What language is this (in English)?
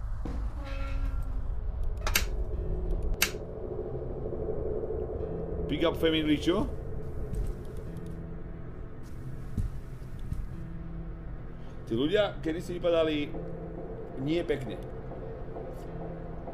Slovak